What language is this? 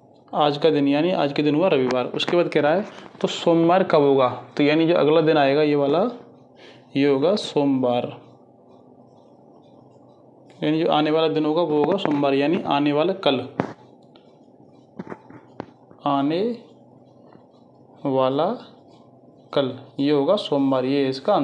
Hindi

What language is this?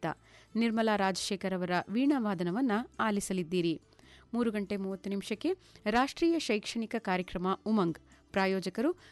Kannada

